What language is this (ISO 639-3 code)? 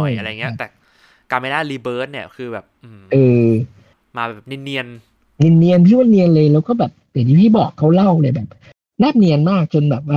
tha